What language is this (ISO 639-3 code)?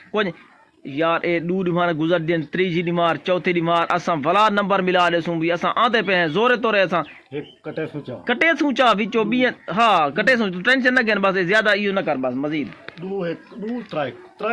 skr